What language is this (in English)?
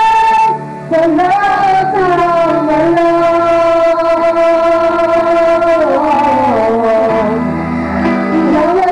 Filipino